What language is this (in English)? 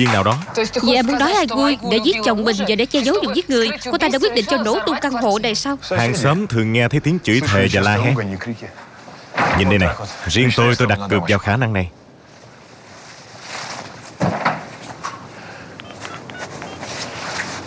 Vietnamese